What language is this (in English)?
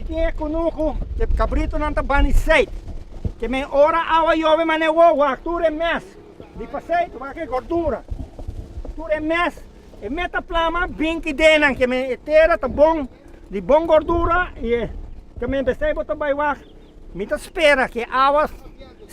Papiamento